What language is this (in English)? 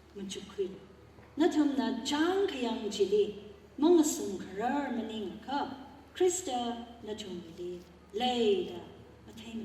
Tangkhul Naga (India)